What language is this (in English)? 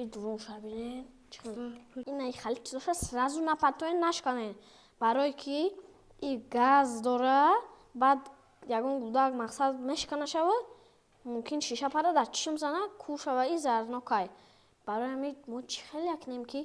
Tajik